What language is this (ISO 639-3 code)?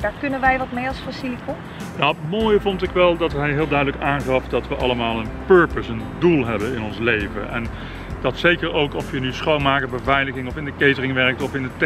nld